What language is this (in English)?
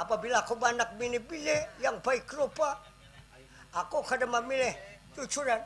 Banjar